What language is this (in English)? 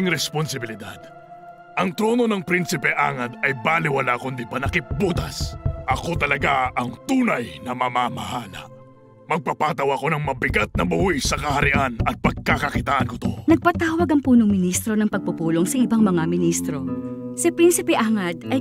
Filipino